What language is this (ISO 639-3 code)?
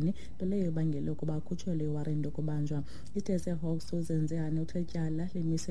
xho